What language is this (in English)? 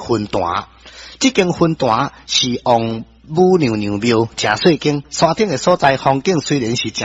Min Nan Chinese